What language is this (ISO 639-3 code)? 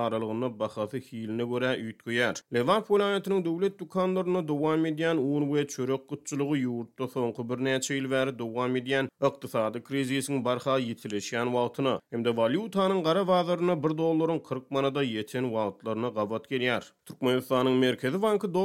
tuk